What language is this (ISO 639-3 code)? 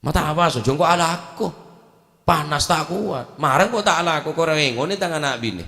mad